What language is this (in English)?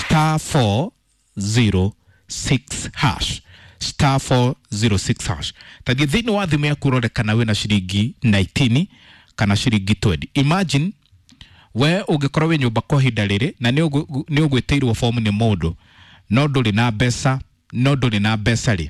Kikuyu